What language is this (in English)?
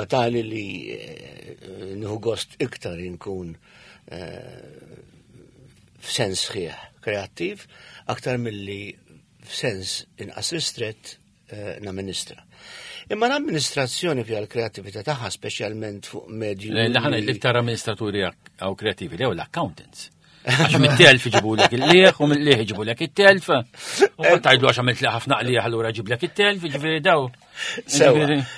Maltese